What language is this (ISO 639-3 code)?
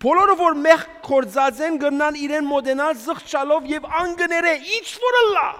hyw